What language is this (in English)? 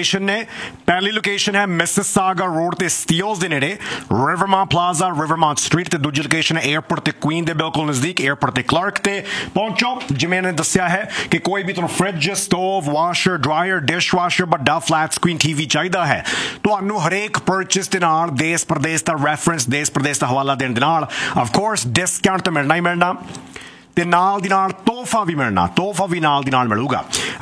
Punjabi